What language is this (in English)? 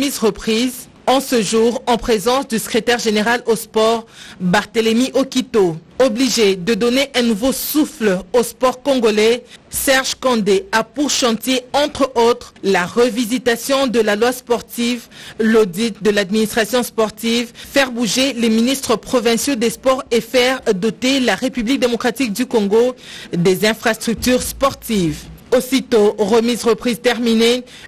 French